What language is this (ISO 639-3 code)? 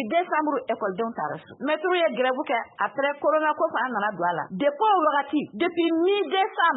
bam